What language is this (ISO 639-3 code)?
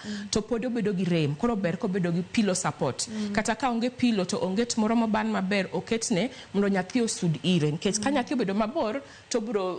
luo